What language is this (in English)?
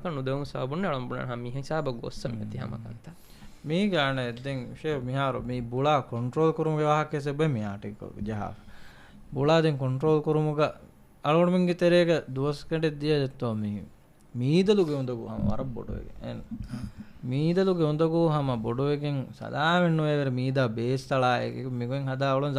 Divehi